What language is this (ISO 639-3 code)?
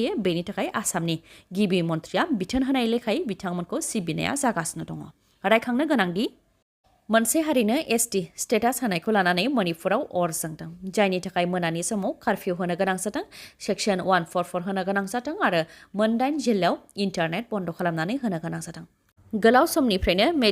brx